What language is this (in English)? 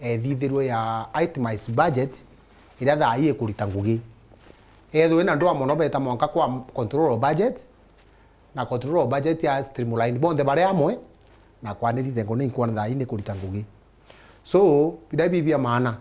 Meru